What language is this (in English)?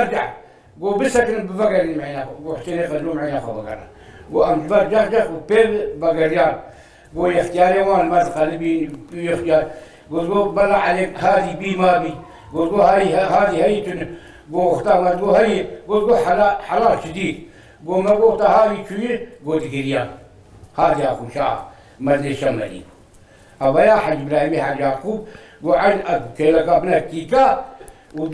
Kurdish